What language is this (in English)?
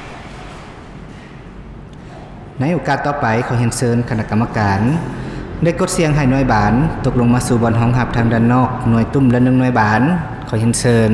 Lao